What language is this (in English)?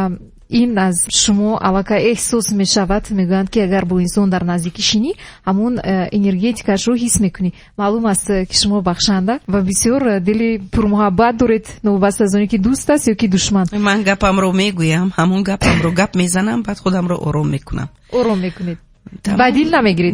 Tajik